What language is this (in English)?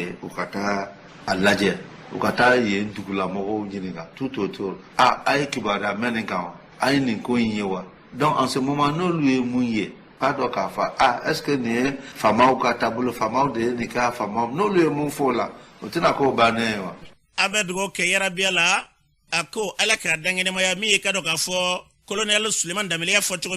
Bambara